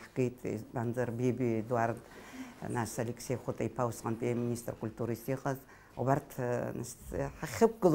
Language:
Abkhazian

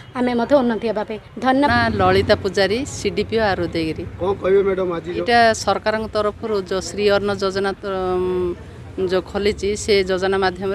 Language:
Odia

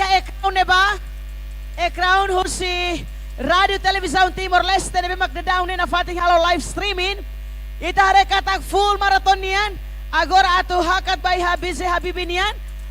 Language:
Tetum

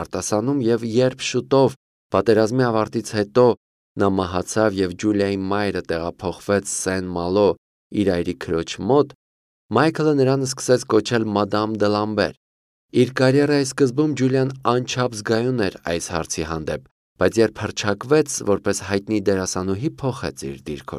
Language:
Armenian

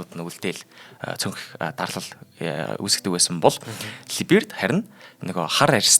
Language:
Mongolian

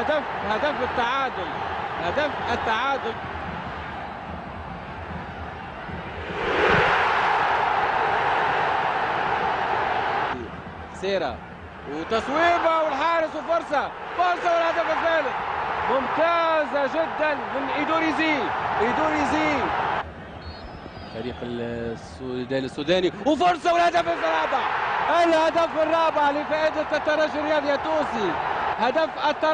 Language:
Arabic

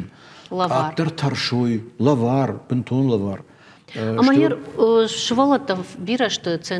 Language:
Ossetic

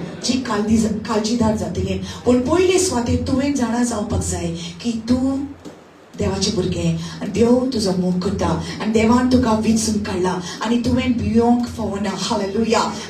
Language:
Konkani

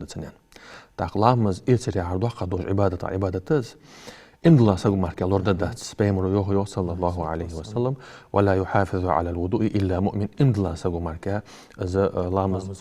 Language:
Ingush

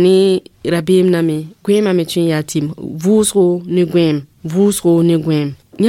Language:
Mossi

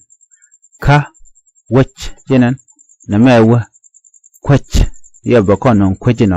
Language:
Nuer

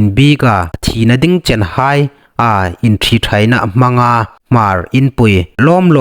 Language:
Hmar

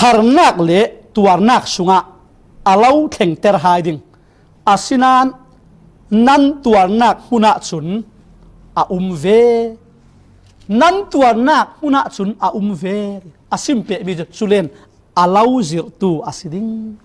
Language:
Falam Chin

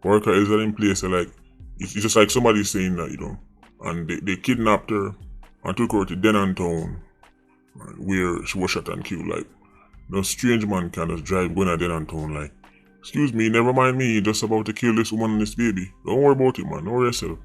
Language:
Jamaican Creole English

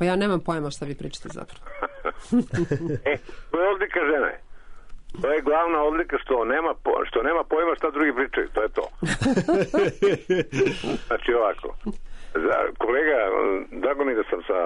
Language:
Serbian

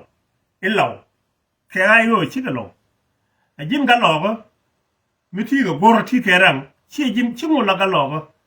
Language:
Nuer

